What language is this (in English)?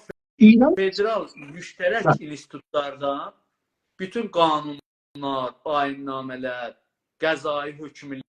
South Azerbaijani